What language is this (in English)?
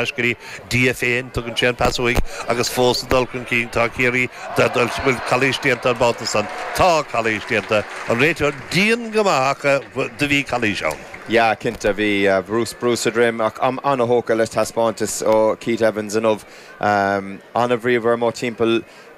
Irish